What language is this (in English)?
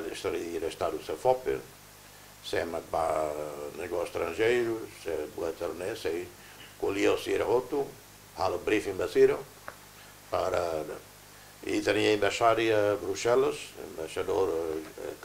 Tetum